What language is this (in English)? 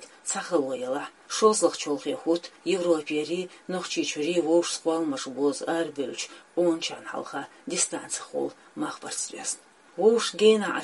Chechen